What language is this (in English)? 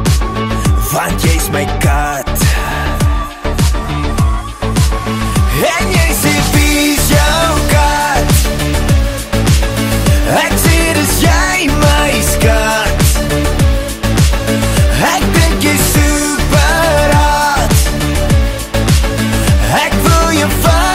Afrikaans